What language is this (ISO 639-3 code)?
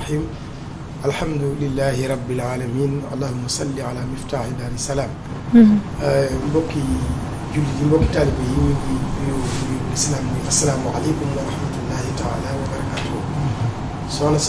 wol